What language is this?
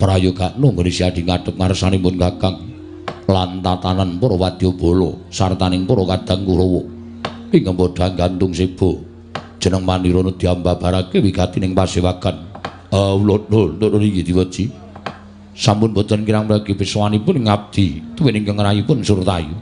Javanese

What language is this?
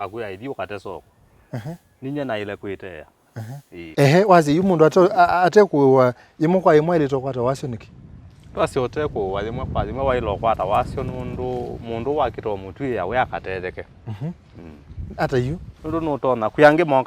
Kamba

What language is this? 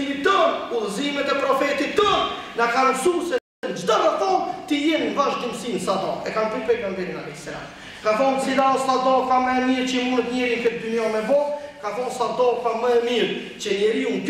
Albanian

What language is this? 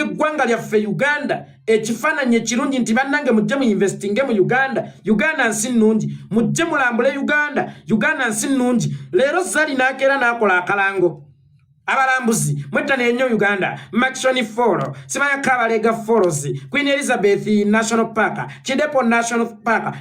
Ganda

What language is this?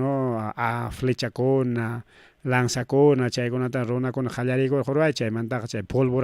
Ayacucho Quechua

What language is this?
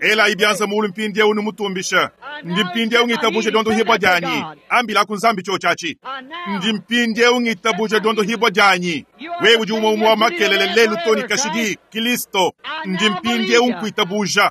Luba-Lulua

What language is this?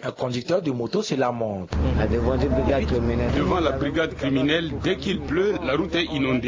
French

